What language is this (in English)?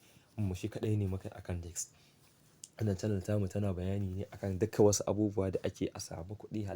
Hausa